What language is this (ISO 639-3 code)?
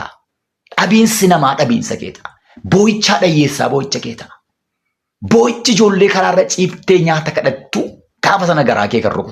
orm